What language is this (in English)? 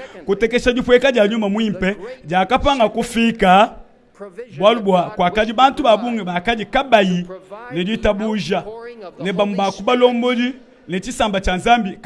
Luba-Lulua